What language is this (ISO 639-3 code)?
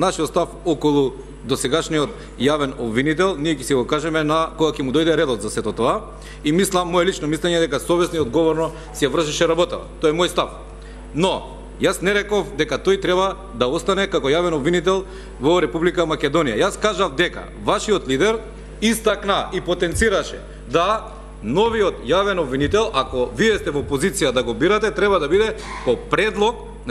mkd